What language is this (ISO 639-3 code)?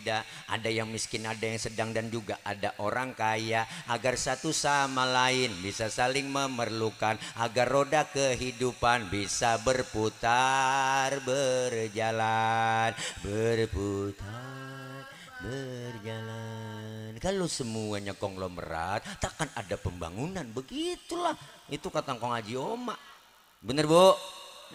bew